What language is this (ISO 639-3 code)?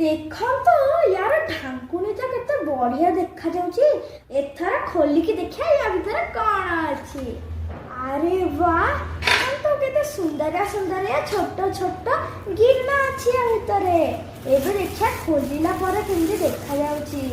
ori